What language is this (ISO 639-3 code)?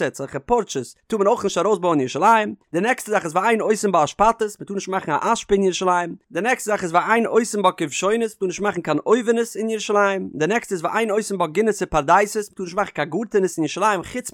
yid